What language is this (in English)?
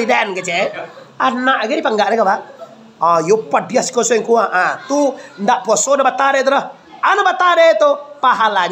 Minangkabau